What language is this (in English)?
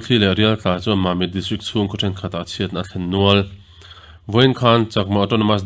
Mizo